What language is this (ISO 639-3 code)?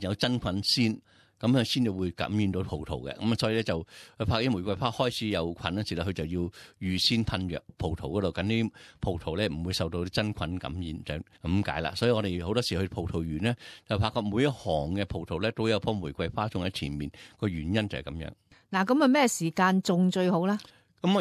yue